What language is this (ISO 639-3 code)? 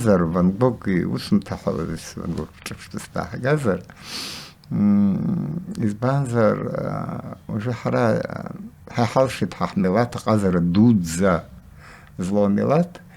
abk